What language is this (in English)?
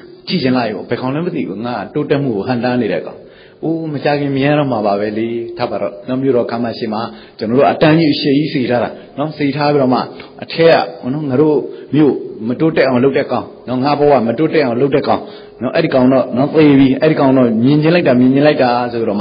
Burmese